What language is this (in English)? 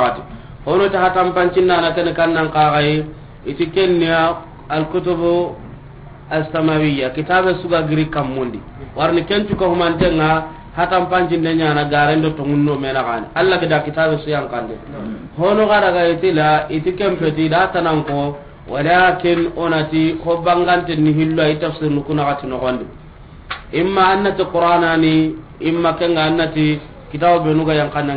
Soninke